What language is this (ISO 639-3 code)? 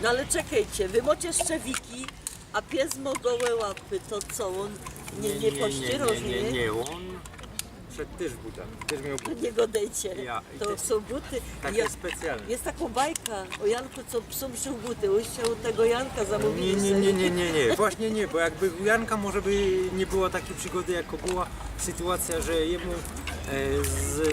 szl